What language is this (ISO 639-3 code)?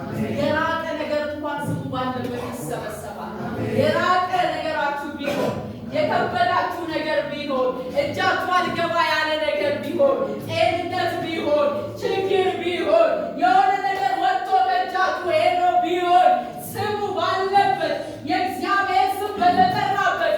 amh